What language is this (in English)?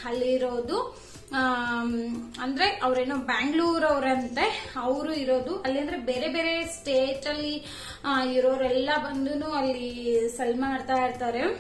Kannada